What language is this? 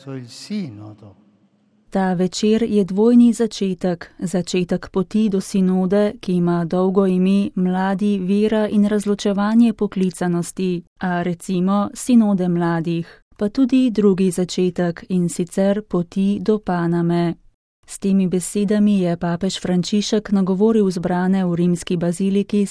Slovenian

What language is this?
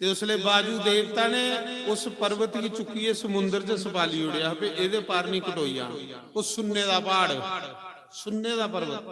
Dogri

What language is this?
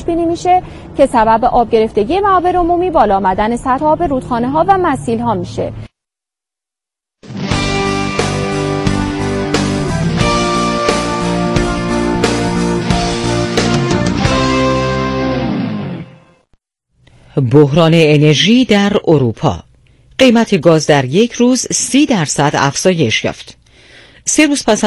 Persian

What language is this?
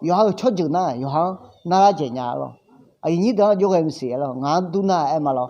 Akha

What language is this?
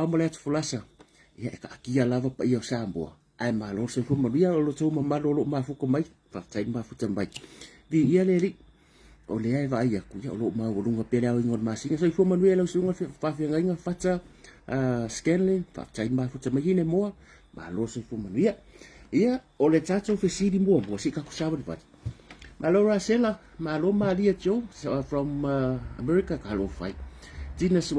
Samoan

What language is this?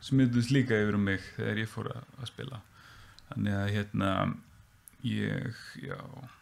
Icelandic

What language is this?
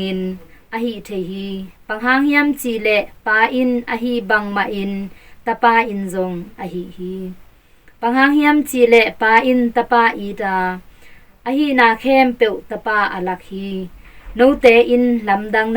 Tedim Chin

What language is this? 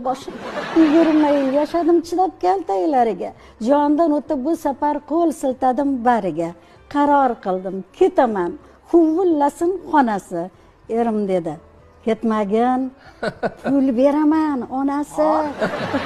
Uzbek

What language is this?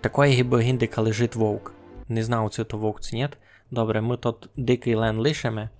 Rusyn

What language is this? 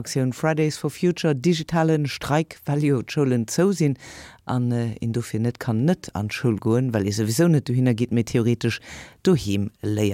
Luxembourgish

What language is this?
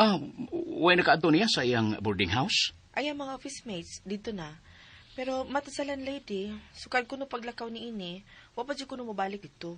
Cebuano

